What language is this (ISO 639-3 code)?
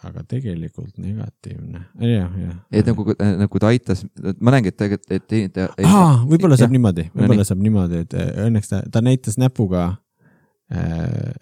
est